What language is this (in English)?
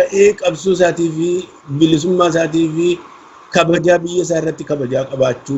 Oromo